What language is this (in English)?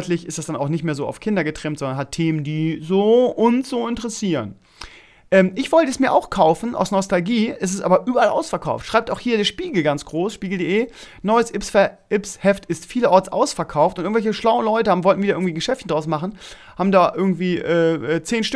German